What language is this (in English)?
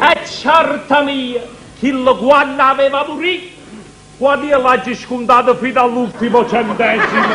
Neapolitan